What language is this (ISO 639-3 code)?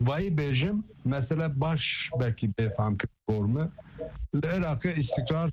kur